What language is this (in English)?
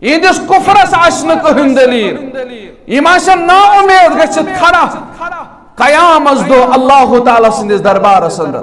Kashmiri